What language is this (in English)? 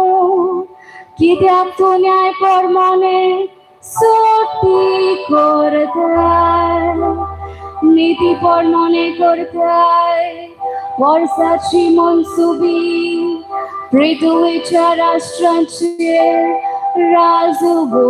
Konkani